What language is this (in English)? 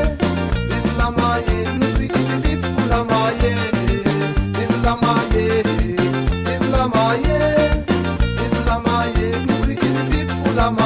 Réunion Creole French